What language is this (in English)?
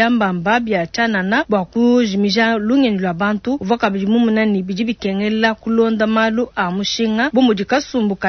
Luba-Lulua